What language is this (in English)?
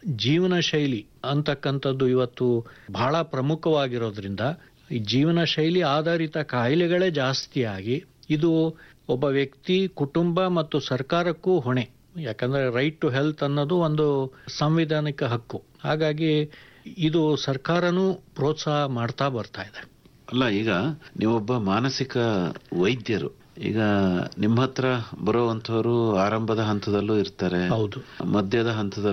Kannada